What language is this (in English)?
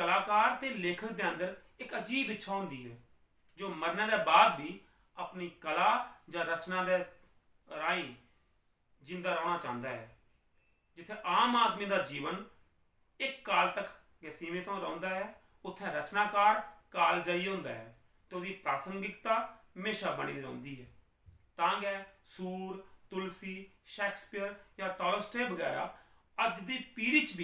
Dogri